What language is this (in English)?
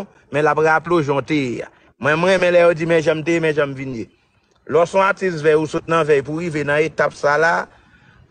Haitian Creole